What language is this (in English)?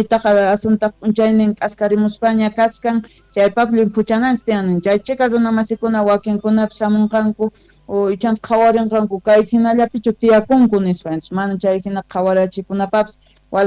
Quechua